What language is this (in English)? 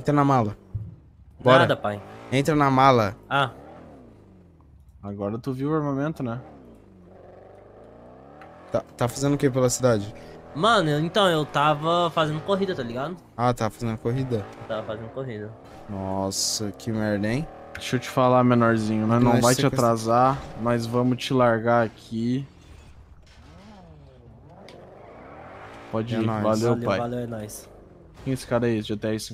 Portuguese